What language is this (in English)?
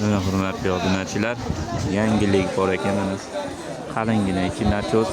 Uzbek